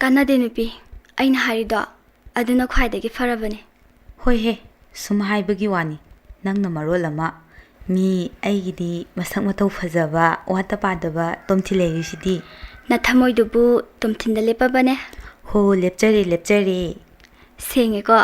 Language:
Manipuri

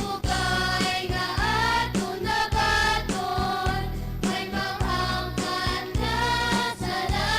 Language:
Hiligaynon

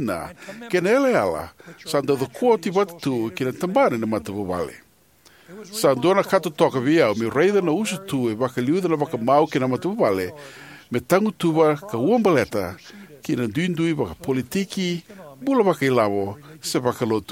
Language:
Fijian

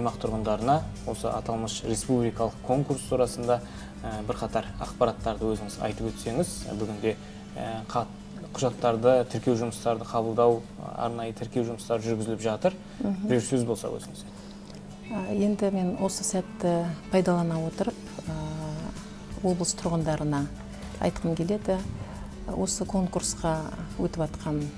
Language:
Kazakh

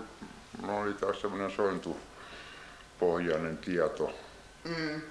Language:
Finnish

